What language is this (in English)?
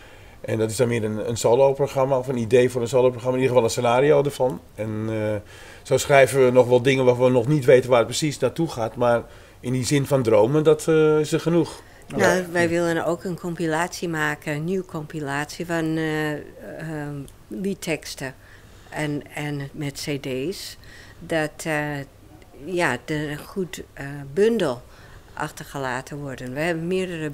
Dutch